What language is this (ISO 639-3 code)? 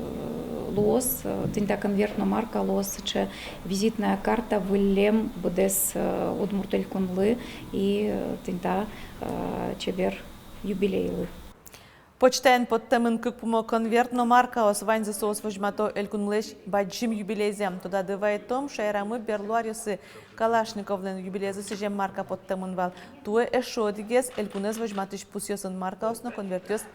udm